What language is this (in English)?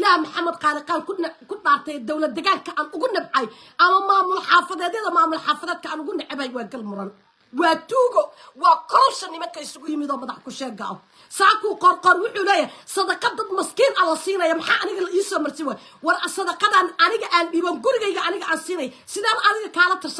Somali